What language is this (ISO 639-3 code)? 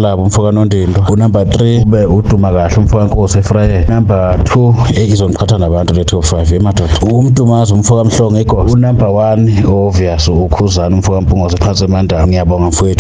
zul